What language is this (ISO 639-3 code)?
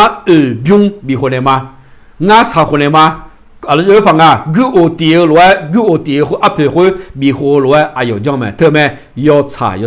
ahk